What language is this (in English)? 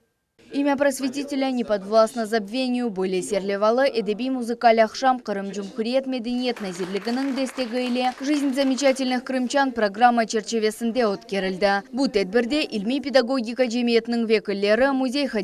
Crimean Tatar